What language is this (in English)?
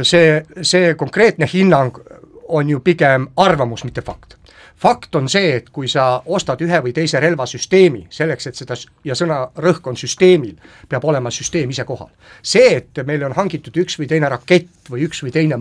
Estonian